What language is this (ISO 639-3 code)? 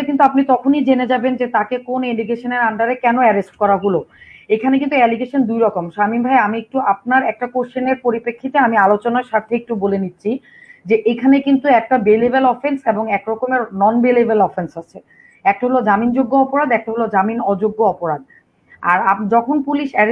ben